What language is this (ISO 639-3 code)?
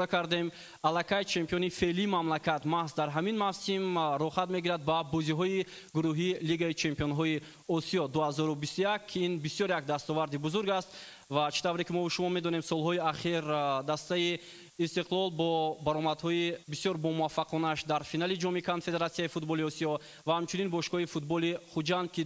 tgk